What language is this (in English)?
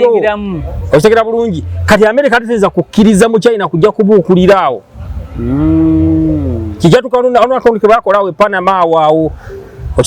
Ganda